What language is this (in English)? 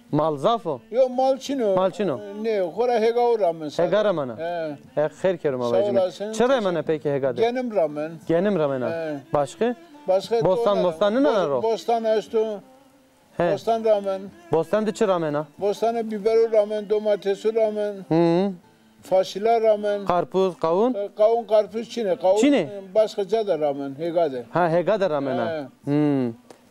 Zaza